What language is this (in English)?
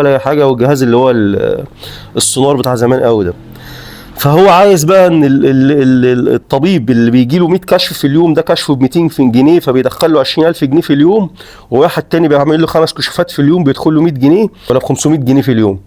Egyptian Arabic